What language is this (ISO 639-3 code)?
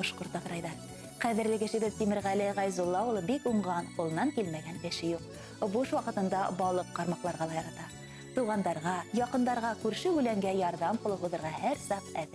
bak